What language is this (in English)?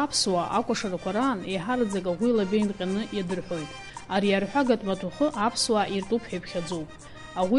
Abkhazian